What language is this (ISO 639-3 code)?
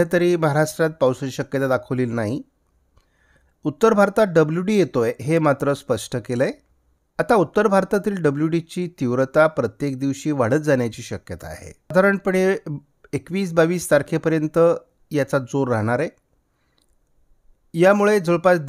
mar